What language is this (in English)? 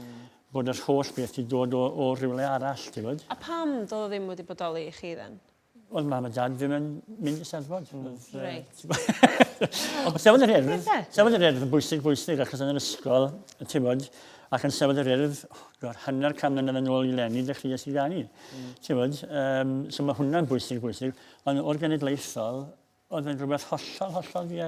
Welsh